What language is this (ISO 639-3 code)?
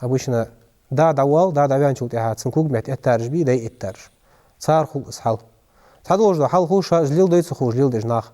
inh